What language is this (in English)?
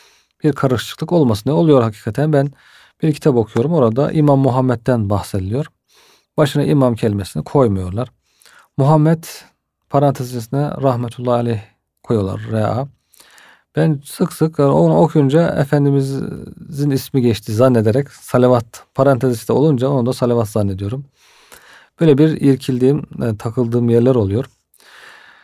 Turkish